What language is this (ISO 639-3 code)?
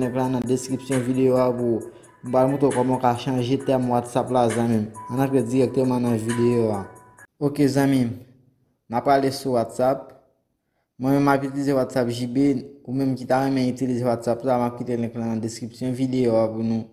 hat